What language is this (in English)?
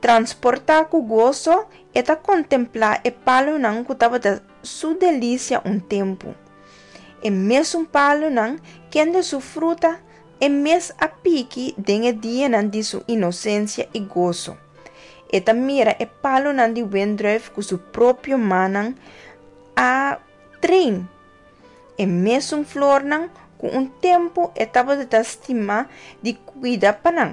Papiamento